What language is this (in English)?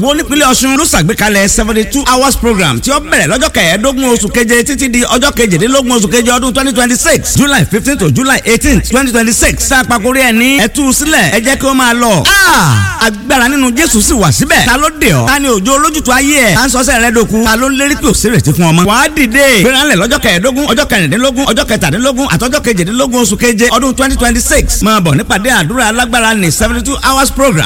Yoruba